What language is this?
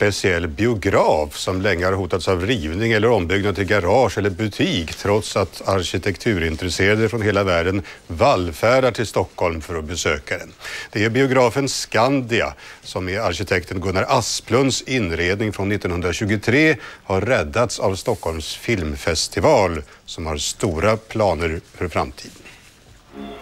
Swedish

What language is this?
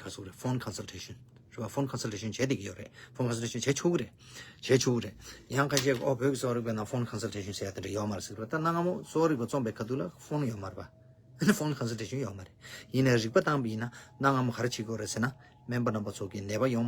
Tibetan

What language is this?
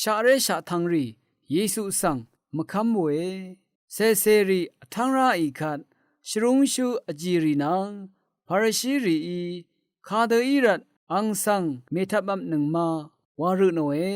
Rawang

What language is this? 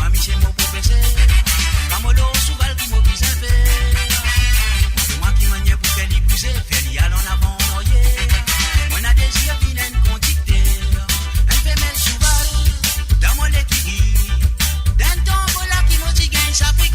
Morisyen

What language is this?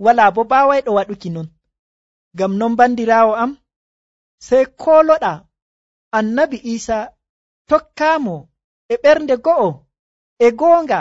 Nigerian Fulfulde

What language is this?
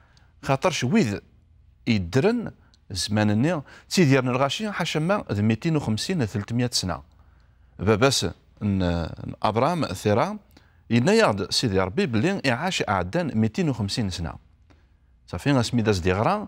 Kabyle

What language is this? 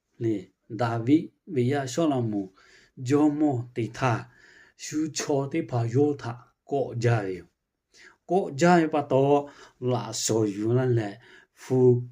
Lahu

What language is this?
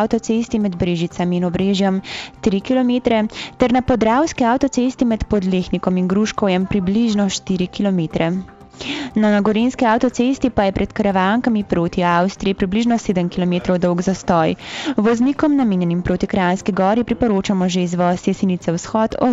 Slovenian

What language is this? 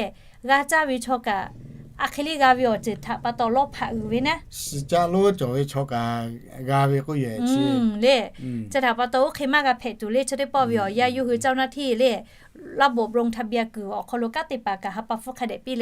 Lahu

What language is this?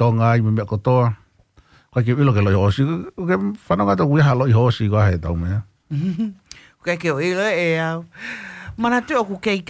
Tongan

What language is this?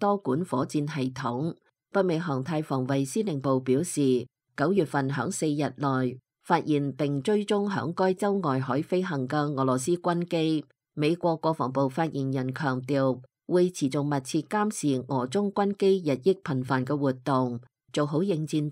Cantonese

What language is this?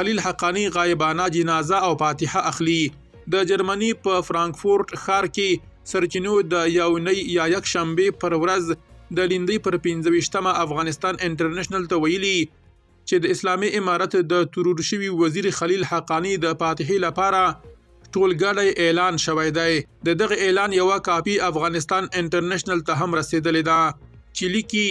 Pashto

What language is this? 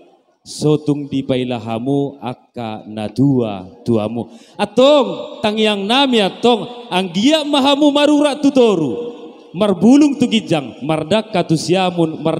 Batak Toba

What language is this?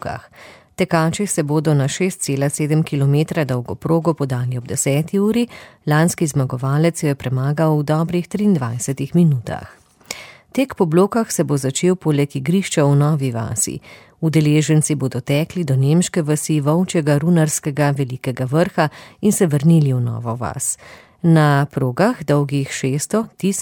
Slovenian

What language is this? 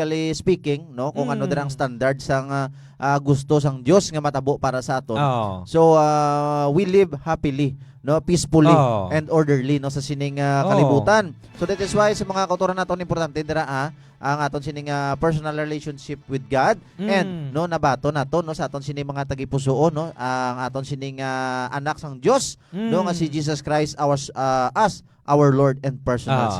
Hiligaynon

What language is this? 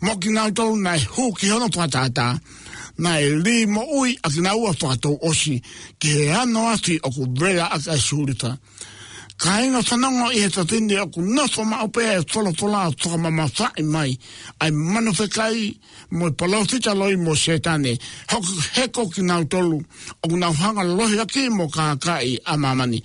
Tongan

